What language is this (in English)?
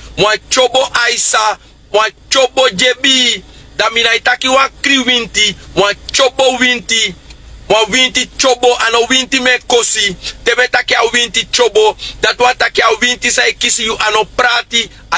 Sranan Tongo